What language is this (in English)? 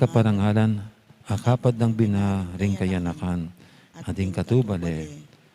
Pampanga